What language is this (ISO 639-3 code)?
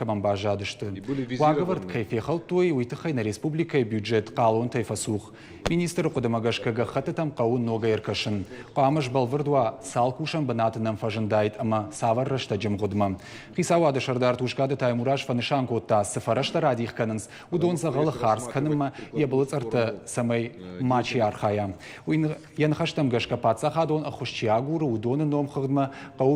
oss